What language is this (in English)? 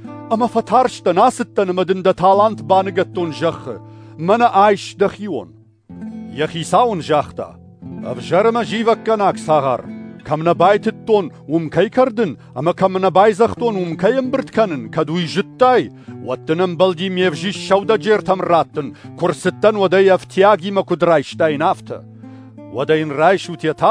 Ossetic